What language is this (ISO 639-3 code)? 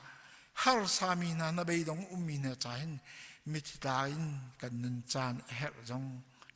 cnh